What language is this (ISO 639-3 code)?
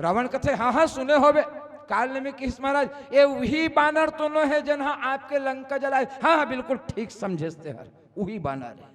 hne